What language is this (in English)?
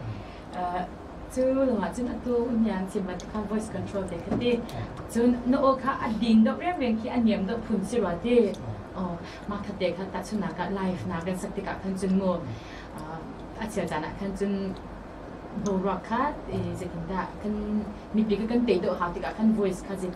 Hakha Chin